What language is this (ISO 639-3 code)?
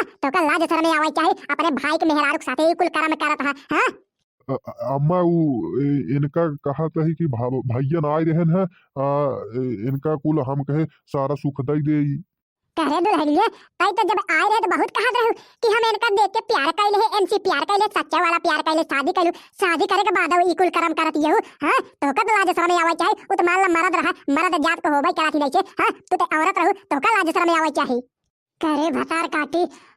bho